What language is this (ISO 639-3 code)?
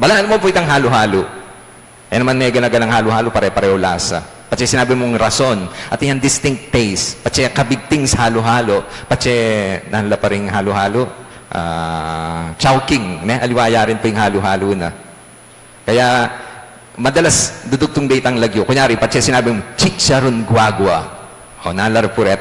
pam